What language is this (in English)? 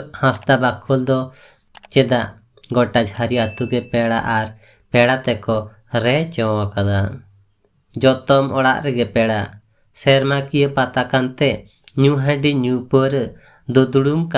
Santali